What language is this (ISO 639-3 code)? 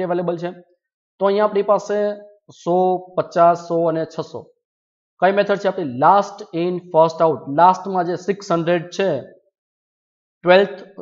guj